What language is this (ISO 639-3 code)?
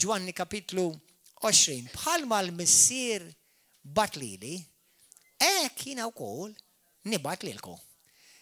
mlt